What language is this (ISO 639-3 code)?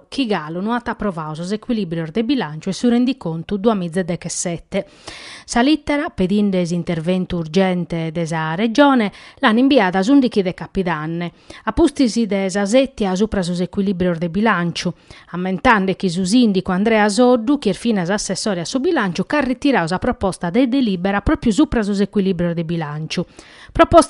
srd